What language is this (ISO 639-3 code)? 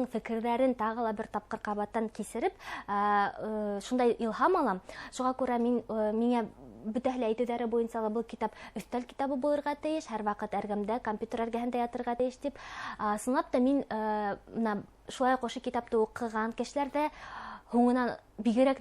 bak